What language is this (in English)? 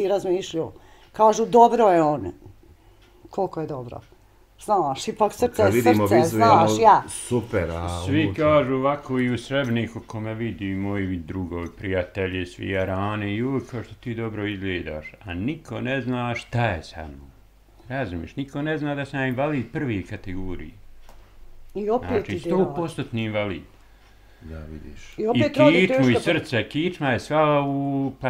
Bosnian